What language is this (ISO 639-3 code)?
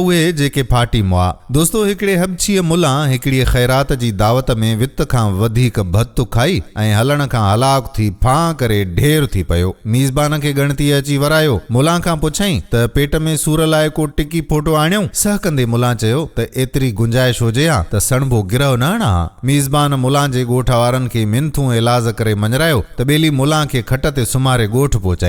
snd